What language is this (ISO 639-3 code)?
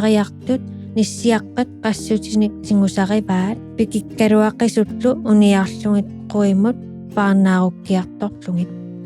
kal